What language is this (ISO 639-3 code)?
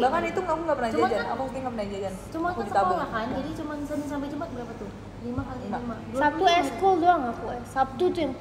ind